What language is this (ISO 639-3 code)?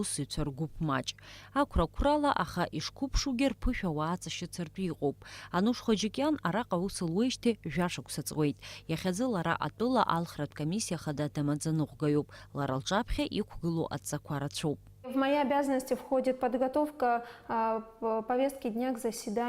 abk